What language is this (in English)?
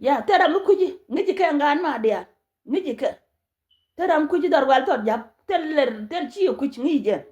Nuer